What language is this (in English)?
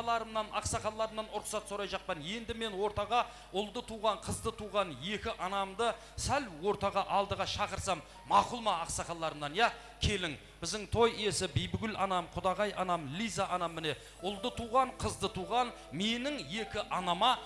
Kara-Kalpak